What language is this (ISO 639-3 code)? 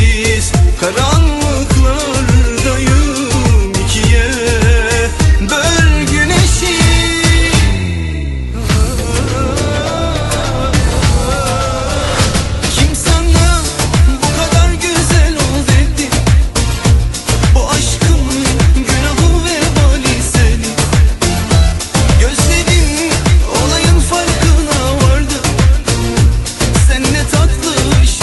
tur